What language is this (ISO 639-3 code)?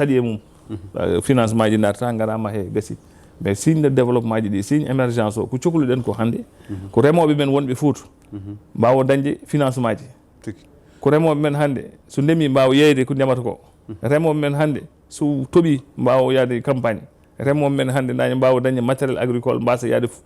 ful